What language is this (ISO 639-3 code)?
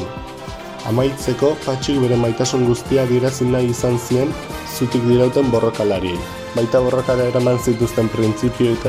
eus